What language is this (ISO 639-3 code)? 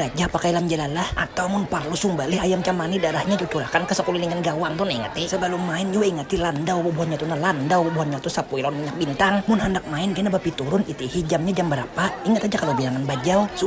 bjn